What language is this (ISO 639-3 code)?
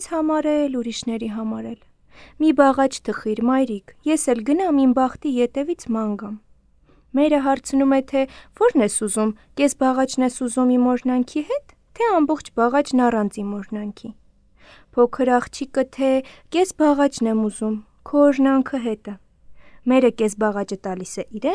hye